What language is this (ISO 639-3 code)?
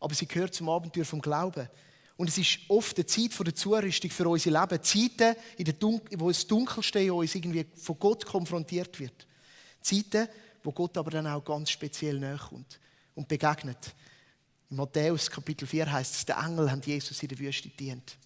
gsw